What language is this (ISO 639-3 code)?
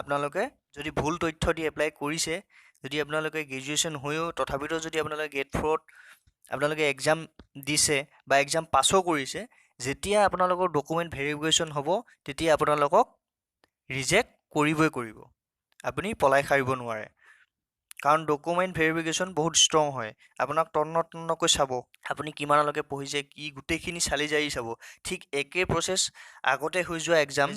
asm